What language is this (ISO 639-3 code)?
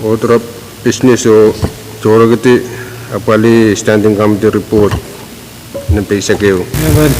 pon